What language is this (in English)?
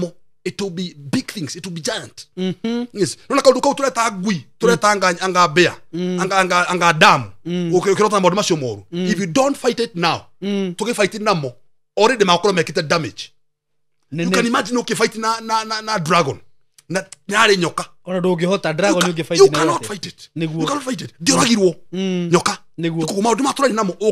Kikuyu